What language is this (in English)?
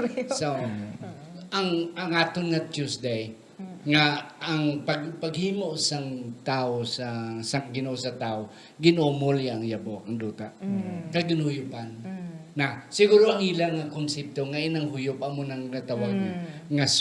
Hiligaynon